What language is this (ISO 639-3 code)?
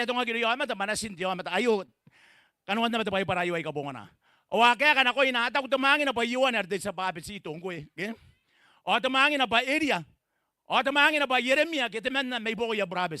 gil